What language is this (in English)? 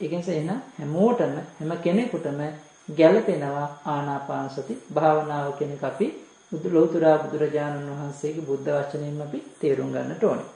Sinhala